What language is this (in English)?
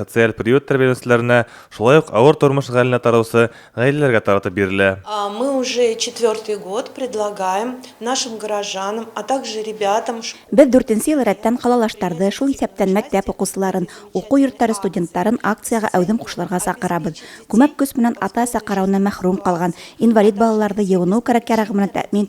Bashkir